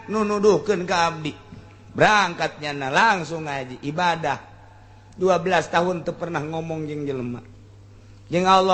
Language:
Sundanese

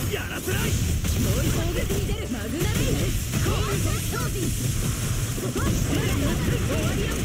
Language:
Japanese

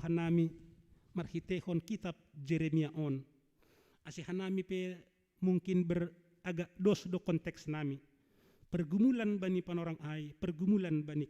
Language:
Batak Simalungun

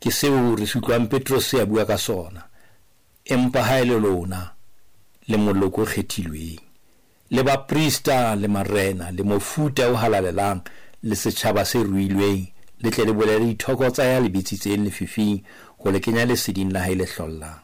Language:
Southern Sotho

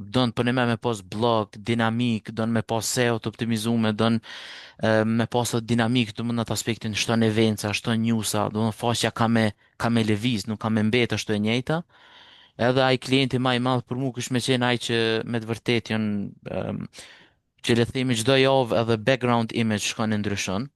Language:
Albanian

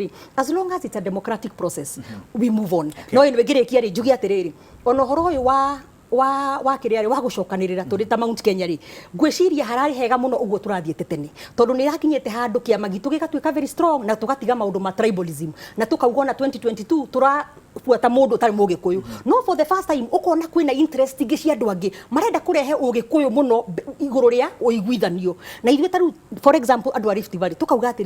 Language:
Kikuyu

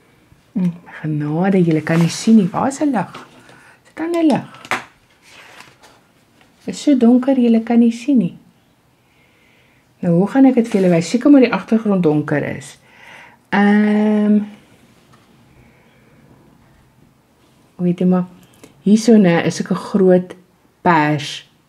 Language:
Afrikaans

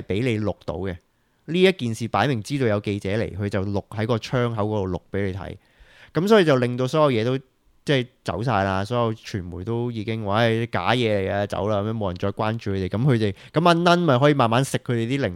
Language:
Cantonese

